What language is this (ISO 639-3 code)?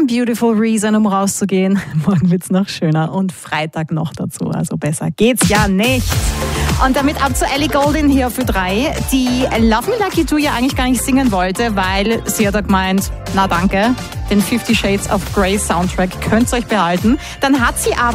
deu